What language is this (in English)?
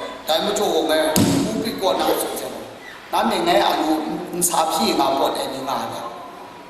Kachin